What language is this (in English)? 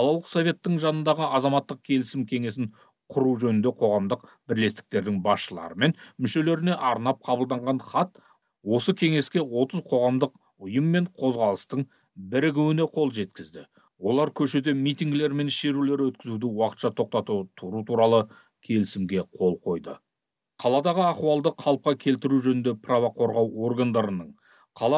Kazakh